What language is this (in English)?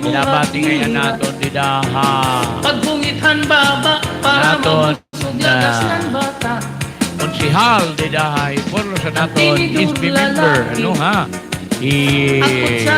Waray